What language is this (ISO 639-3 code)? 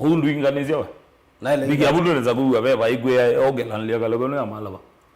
kam